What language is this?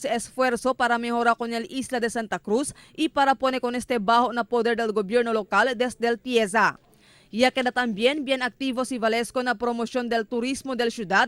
Chavacano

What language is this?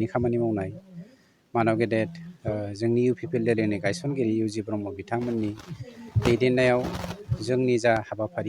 Bodo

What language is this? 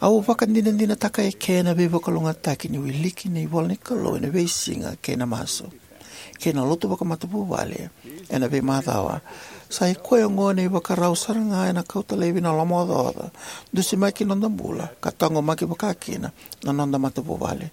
Fijian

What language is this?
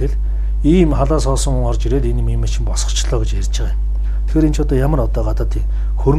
Mongolian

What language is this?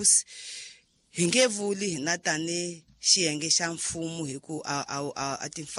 Tsonga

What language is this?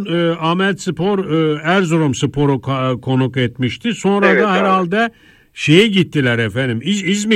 Turkish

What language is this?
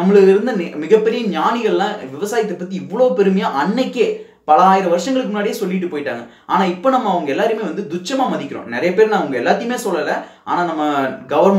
Tamil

